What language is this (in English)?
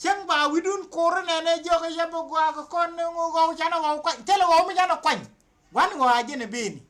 Nuer